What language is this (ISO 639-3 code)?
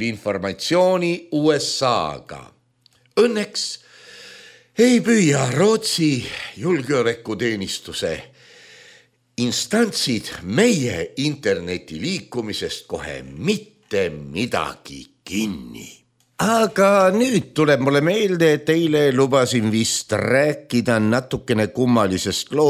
est